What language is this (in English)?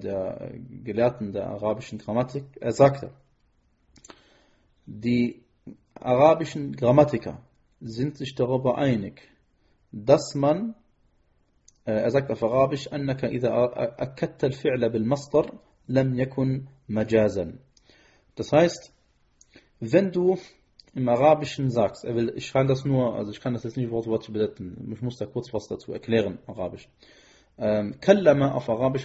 German